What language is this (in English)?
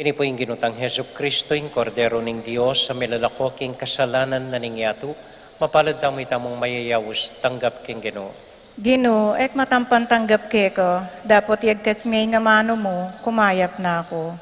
Pampanga